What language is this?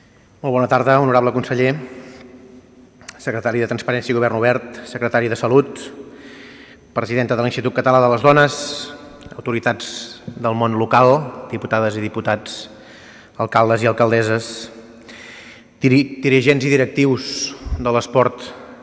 Catalan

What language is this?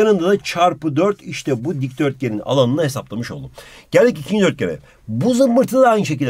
Turkish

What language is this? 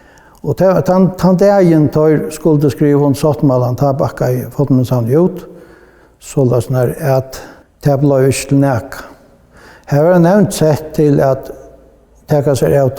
Faroese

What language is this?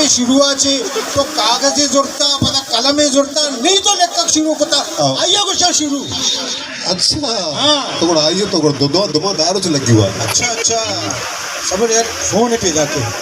Baluchi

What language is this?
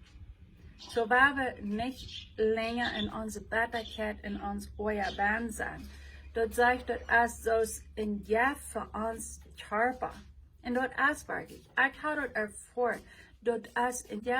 Plautdietsch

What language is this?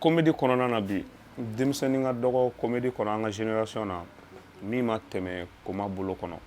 Bambara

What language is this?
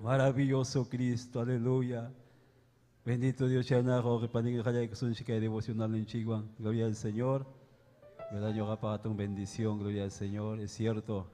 Ayacucho Quechua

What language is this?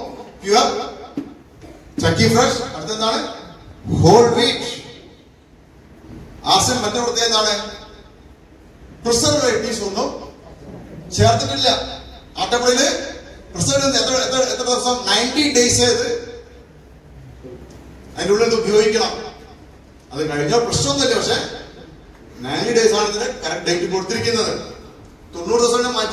Malayalam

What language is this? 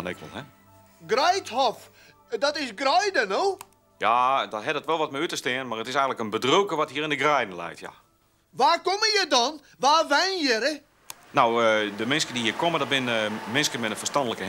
Western Frisian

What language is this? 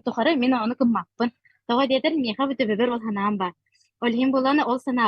Yakut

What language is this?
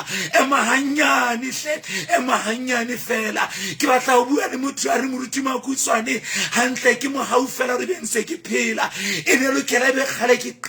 Southern Sotho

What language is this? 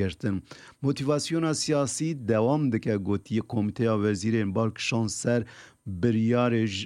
Kurdish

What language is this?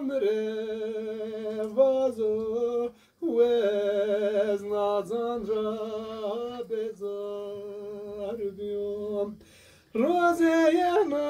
Zaza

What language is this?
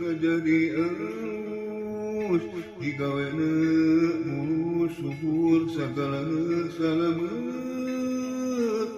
Sundanese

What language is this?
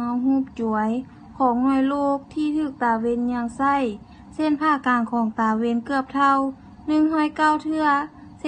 Lao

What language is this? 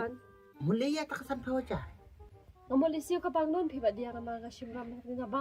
Khasi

